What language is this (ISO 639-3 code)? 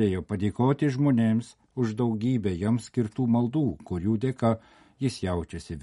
lit